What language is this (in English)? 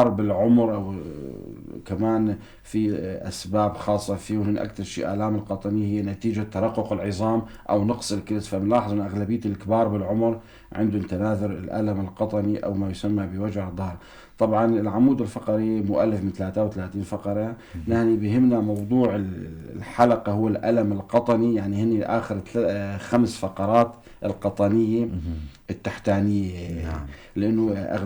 North Levantine Arabic